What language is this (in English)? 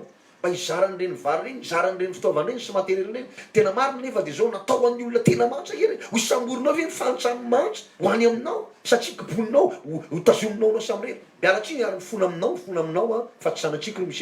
Malagasy